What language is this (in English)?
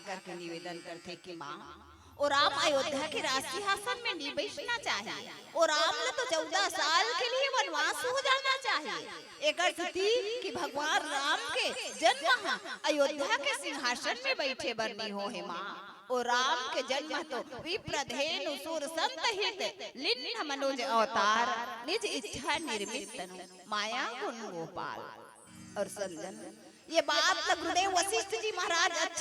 Chhattisgarhi